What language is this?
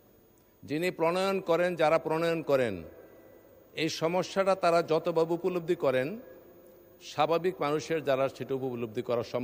Bangla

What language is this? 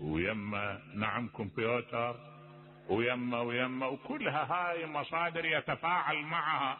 Mesopotamian Arabic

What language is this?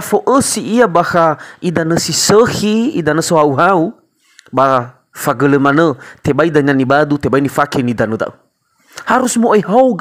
Nias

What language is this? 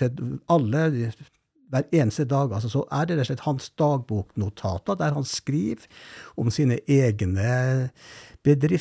Norwegian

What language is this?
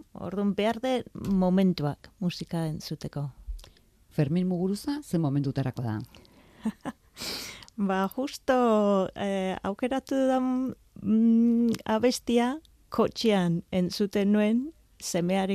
Basque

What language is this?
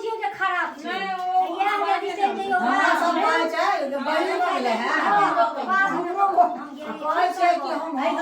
Maithili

